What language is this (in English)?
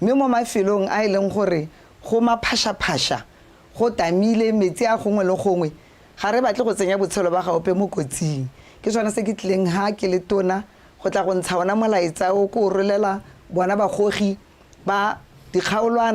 Tswana